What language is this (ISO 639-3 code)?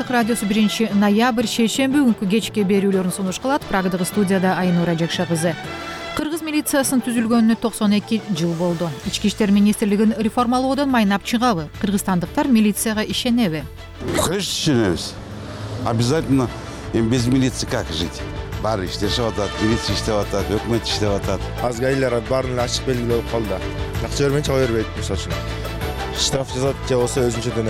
kir